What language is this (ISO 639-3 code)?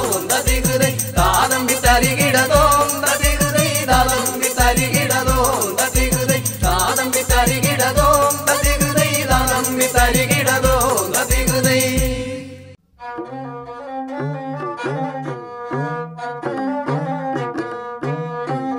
mal